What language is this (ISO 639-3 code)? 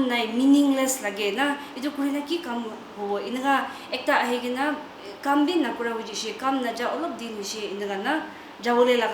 nag